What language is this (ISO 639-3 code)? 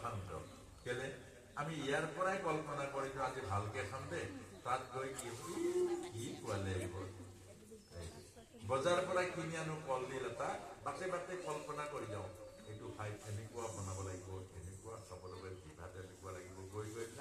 asm